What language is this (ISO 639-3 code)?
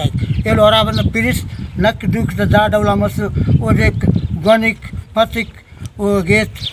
brh